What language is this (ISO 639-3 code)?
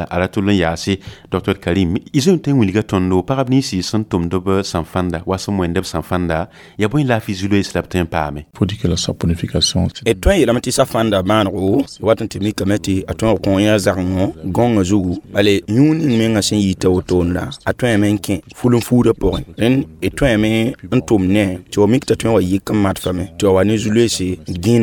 mos